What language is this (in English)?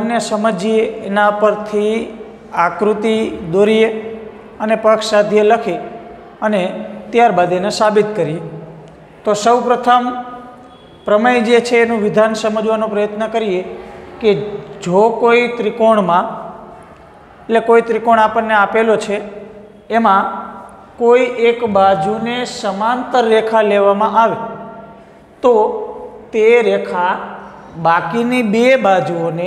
Gujarati